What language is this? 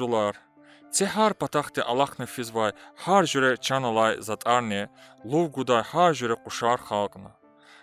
Lezghian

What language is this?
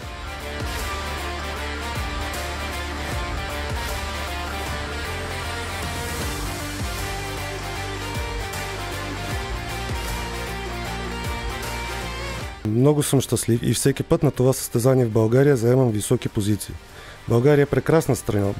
Bulgarian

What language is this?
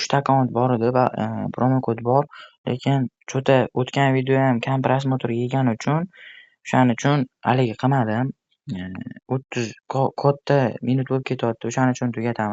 Uzbek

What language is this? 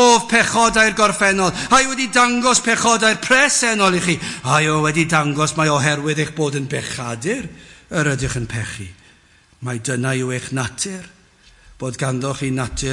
Welsh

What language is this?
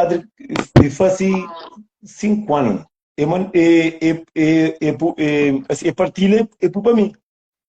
Kabuverdianu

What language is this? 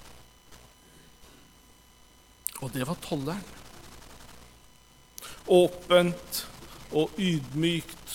Norwegian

